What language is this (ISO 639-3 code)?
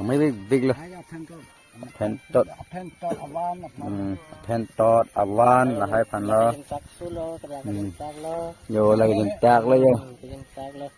mjw